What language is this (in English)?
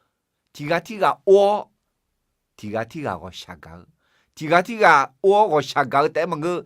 Akha